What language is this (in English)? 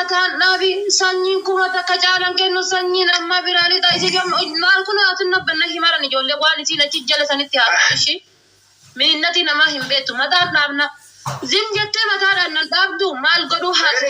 Oromo